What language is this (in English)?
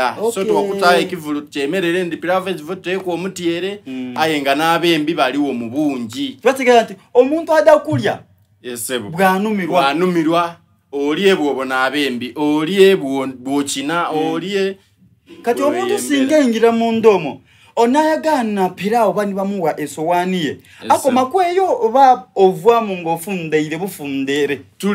Soga